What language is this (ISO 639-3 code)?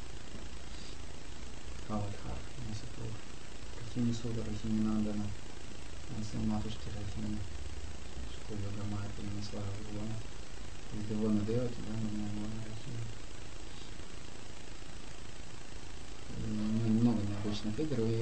rus